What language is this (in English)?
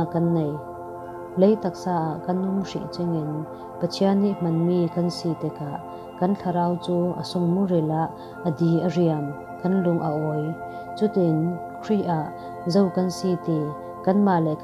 Falam Chin